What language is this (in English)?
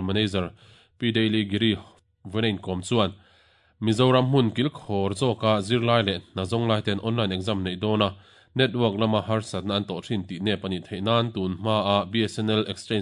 Mizo